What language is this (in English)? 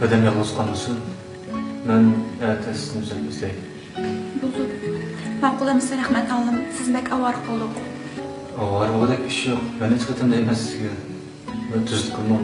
Uyghur